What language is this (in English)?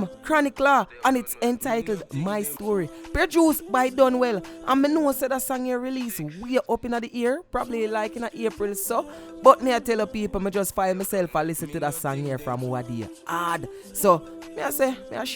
Jamaican Creole English